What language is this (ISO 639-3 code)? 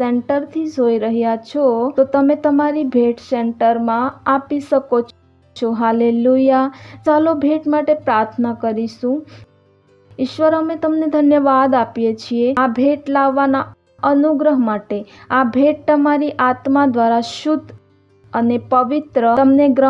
guj